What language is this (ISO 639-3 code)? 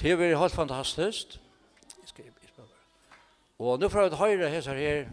fao